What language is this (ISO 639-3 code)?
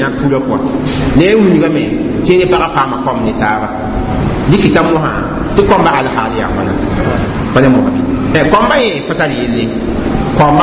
mos